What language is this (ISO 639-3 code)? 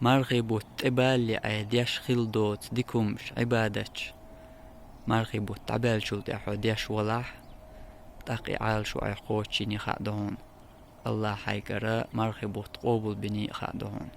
che